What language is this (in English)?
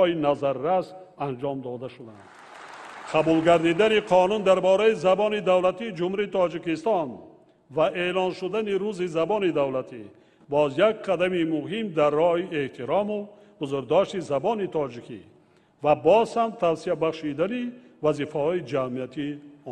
Tajik